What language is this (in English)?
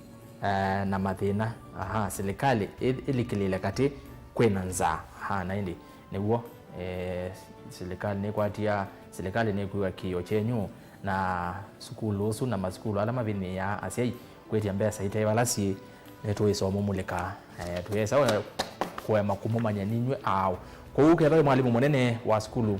Kamba